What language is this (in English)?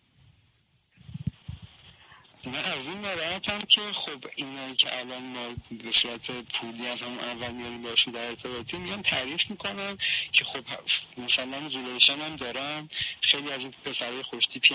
Persian